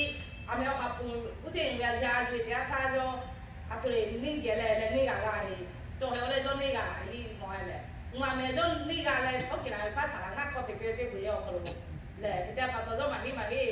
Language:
Lahu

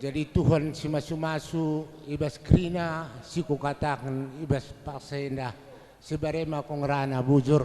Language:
Batak Karo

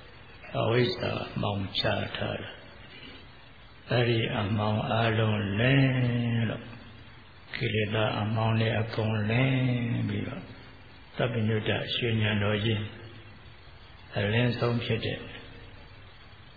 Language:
Burmese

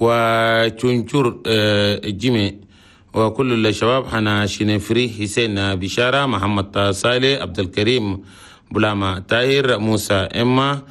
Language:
Chadian Arabic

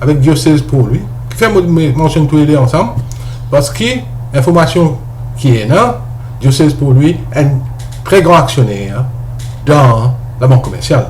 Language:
Morisyen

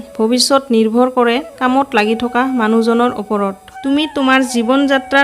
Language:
Assamese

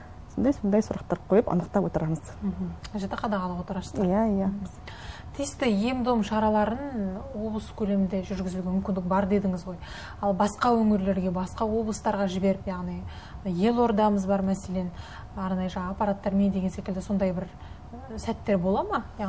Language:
Kazakh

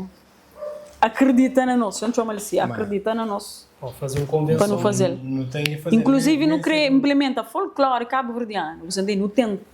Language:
Kabuverdianu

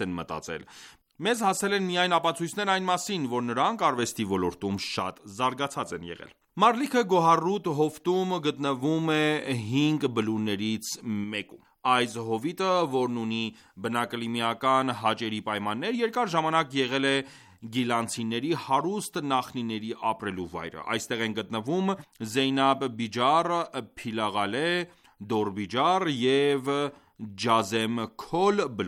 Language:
Armenian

